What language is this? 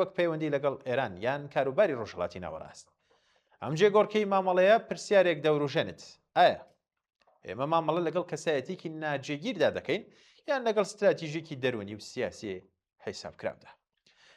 Central Kurdish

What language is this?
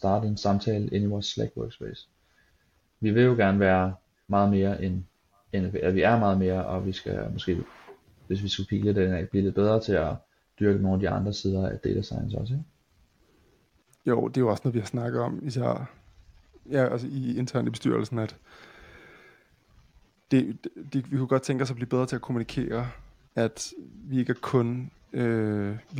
Danish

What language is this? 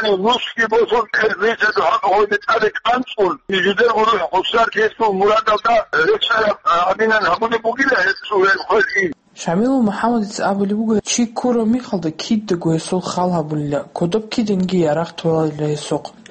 Avaric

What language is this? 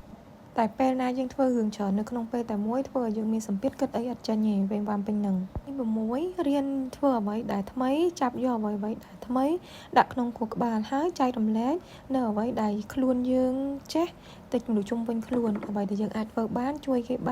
Khmer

